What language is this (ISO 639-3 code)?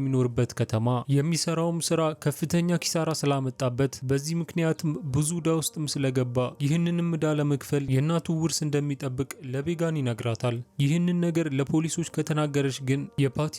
amh